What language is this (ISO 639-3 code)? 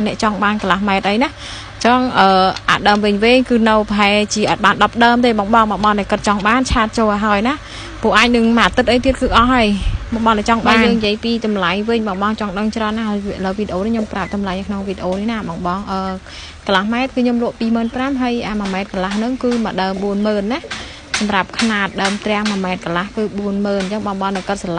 khm